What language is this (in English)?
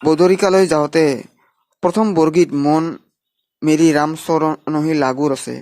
Assamese